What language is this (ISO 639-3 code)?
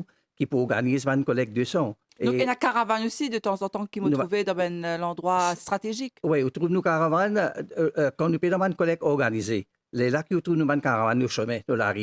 mfe